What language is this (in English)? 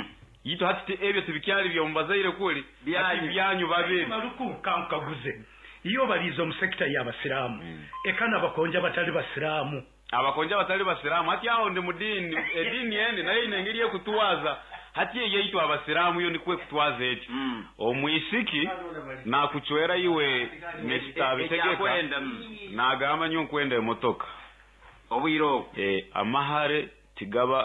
Nyoro